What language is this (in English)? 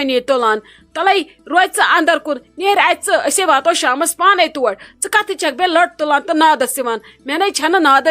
Kashmiri